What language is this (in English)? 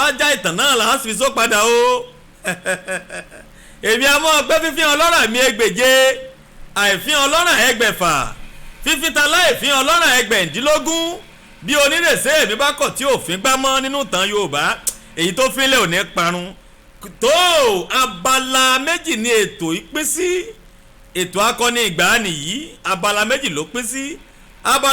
Yoruba